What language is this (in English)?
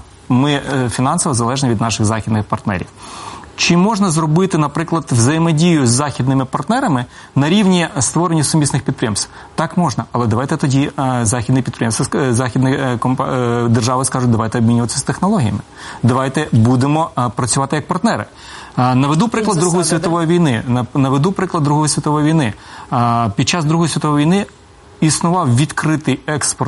Ukrainian